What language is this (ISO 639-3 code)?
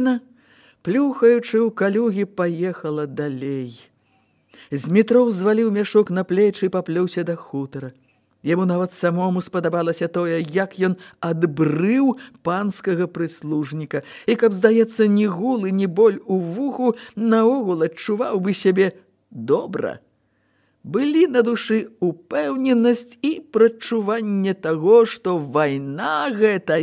bel